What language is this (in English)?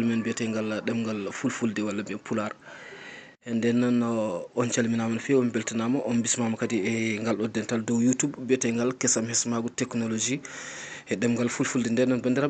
Fula